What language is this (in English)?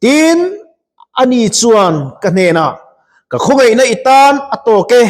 Mizo